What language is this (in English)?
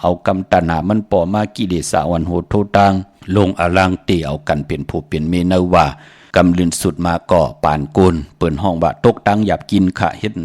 Shan